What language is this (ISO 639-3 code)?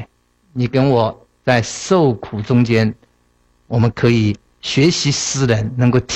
zho